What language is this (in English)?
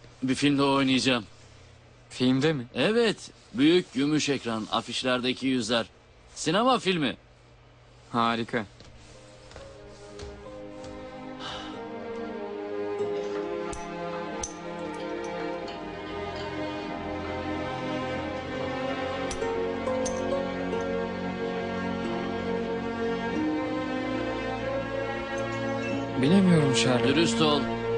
Turkish